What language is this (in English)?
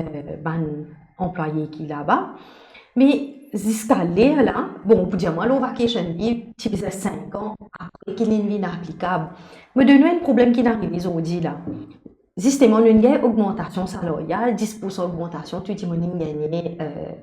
Morisyen